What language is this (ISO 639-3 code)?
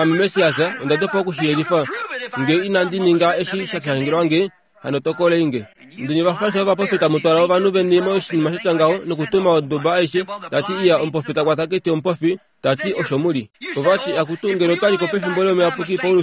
kua